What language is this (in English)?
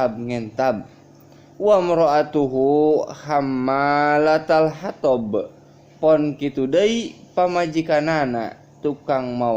Sundanese